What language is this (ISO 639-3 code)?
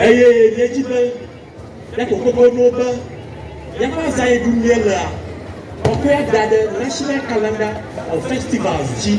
ewe